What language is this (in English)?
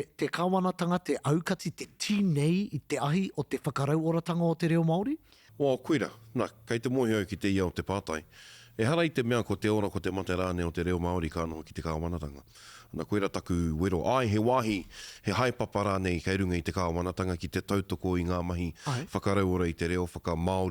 Māori